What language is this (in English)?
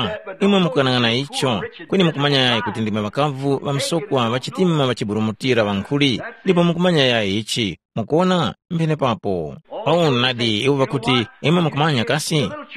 Tumbuka